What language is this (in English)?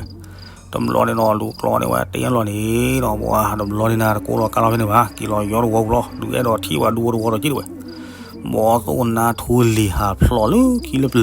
S'gaw Karen